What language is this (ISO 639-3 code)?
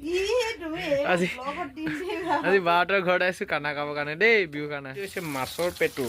asm